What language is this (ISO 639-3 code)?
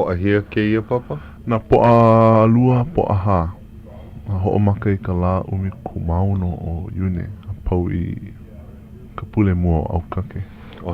haw